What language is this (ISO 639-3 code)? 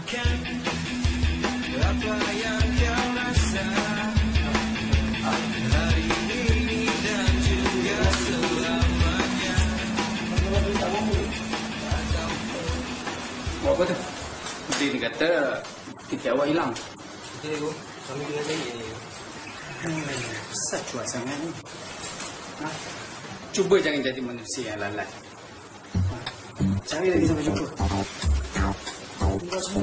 msa